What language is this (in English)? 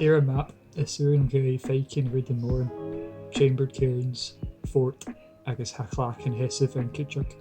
Scottish Gaelic